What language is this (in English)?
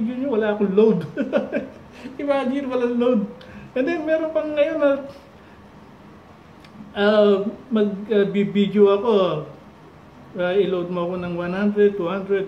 Filipino